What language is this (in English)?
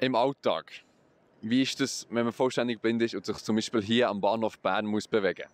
Swiss German